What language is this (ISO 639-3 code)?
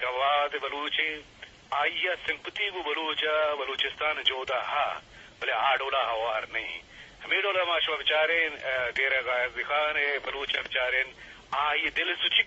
bgp